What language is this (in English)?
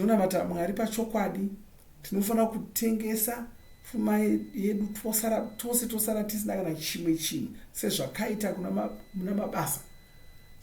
Shona